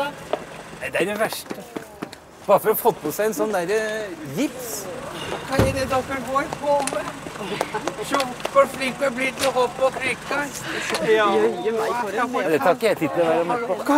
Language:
Norwegian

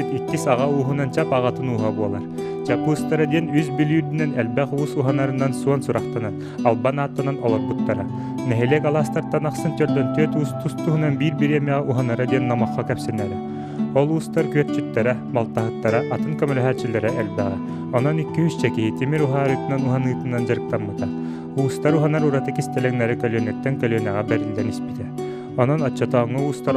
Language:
Yakut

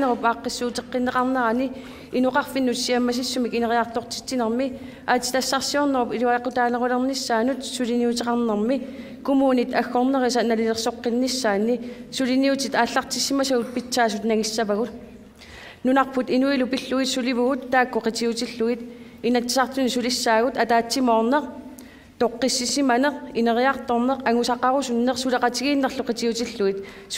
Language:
Kalaallisut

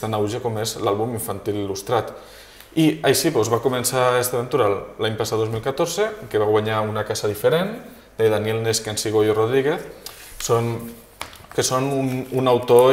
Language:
Catalan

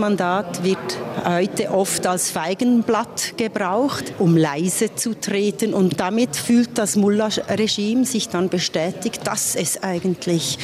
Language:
German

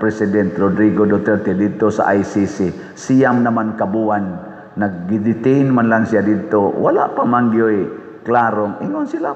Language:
Cebuano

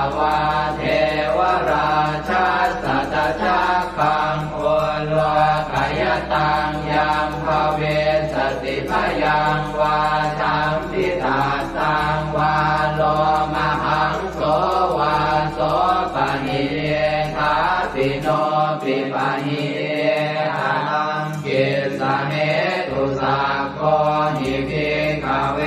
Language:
Pali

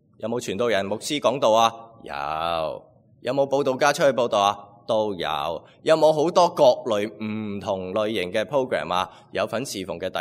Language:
Cantonese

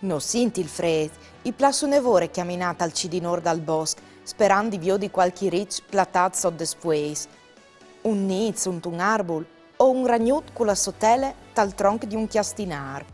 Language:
Friulian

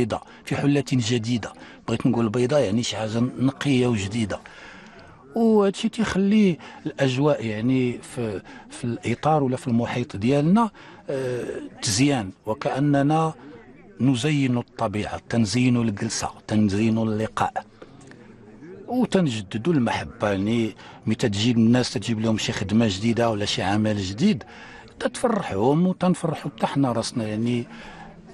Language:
Moroccan Arabic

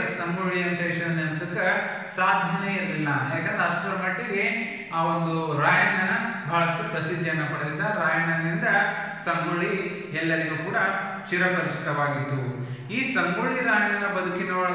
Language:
Kannada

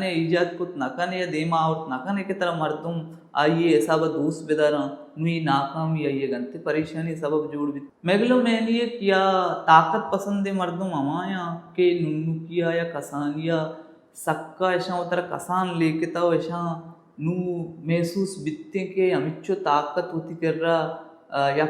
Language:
Baluchi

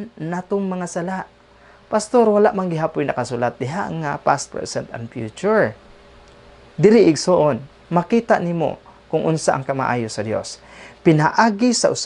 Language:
Cebuano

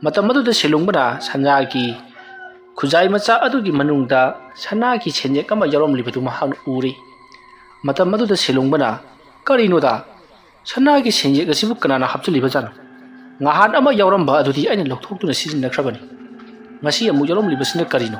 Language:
Manipuri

